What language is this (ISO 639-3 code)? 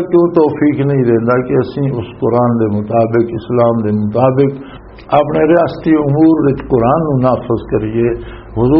lah